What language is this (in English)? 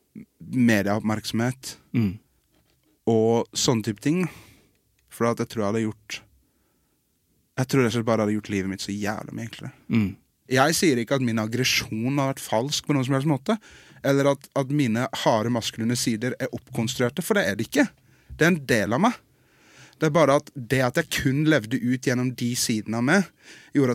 Norwegian